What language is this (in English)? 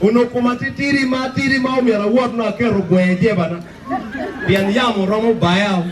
Acoli